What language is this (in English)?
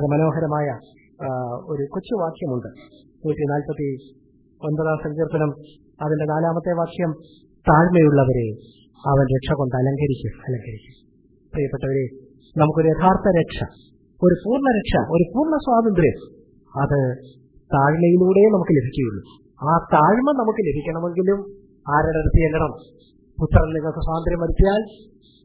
Malayalam